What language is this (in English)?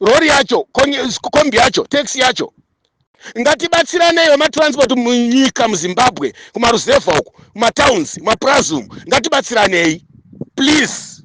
Shona